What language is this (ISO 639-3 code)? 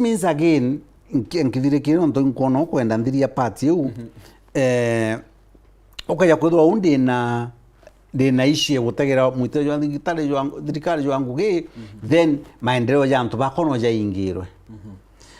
mer